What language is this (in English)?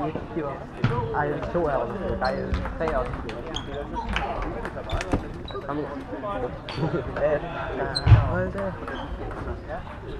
Danish